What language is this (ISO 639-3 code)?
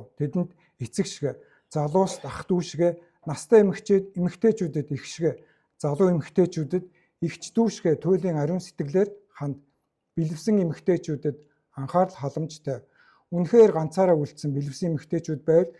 mon